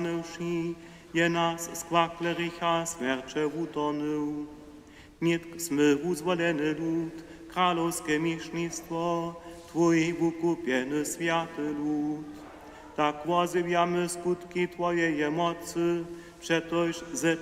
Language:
Upper Sorbian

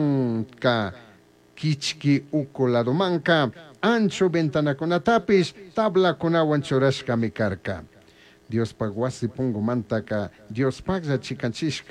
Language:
Chimborazo Highland Quichua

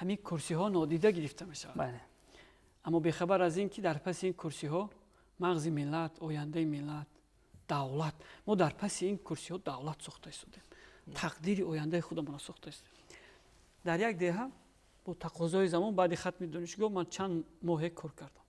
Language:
Tajik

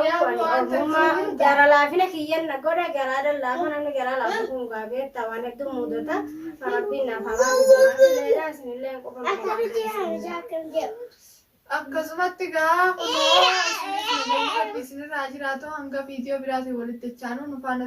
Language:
Oromo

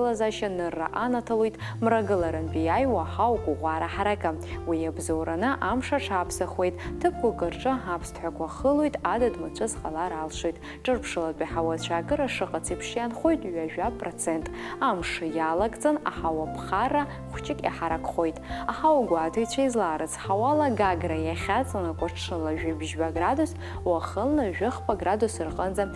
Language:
Abkhazian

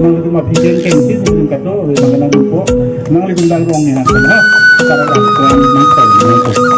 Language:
Karbi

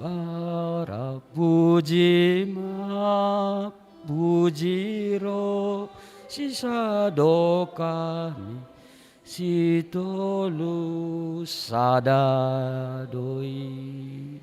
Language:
Batak Simalungun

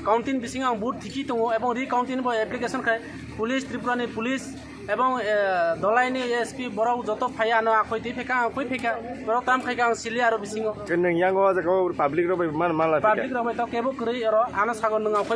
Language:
Kok Borok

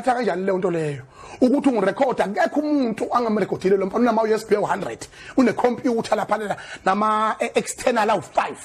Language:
Zulu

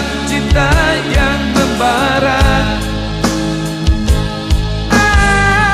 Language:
Indonesian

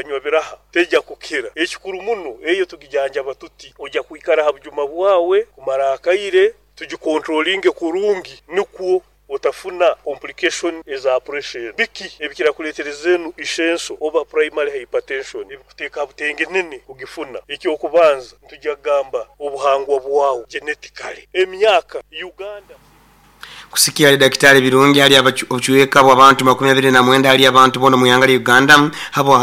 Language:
Nyoro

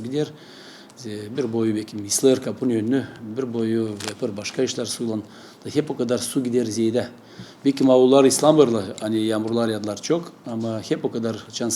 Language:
Gagauz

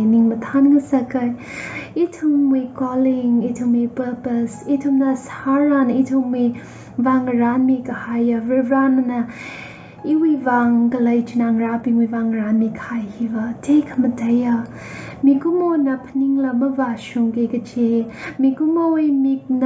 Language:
Tangkhul Naga (India)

